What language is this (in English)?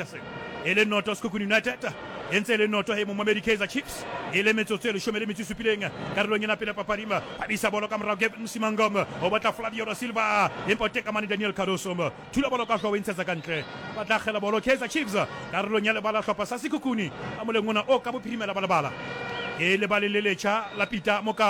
Southern Sotho